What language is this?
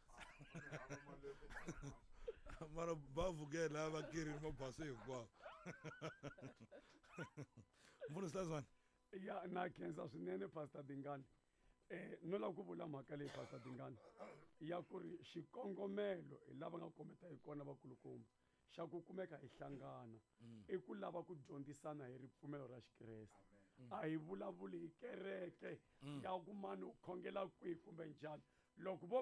Tsonga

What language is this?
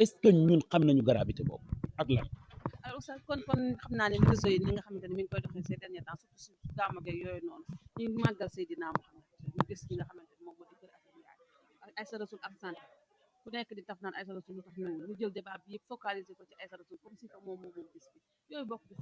Wolof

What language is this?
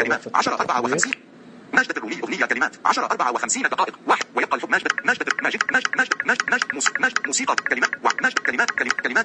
Najdi Arabic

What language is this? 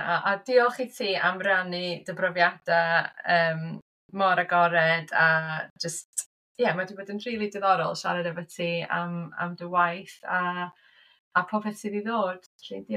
Welsh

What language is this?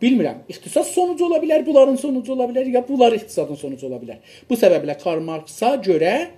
South Azerbaijani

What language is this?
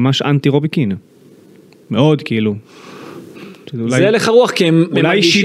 Hebrew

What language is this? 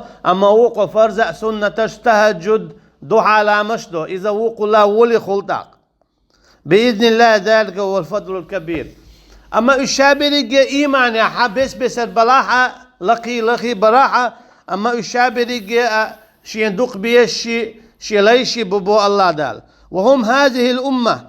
Chechen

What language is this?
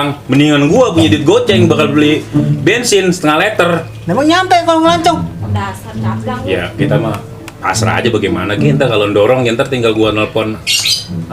Betawi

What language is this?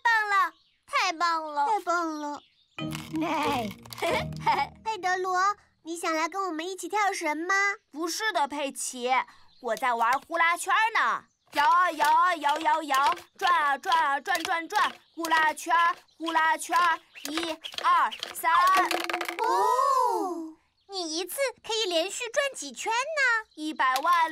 Chinese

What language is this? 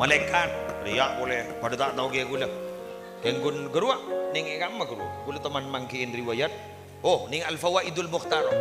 Madurese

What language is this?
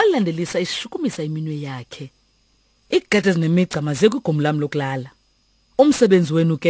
Xhosa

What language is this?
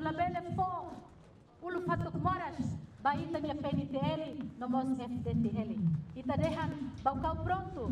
Tetum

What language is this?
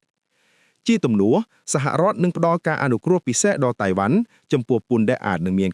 Khmer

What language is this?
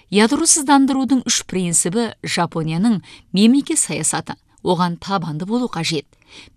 Kazakh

